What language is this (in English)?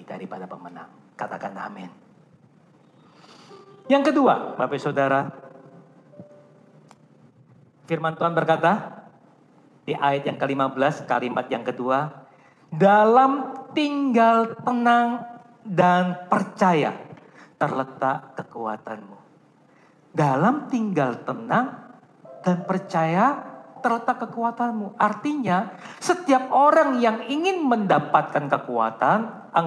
Indonesian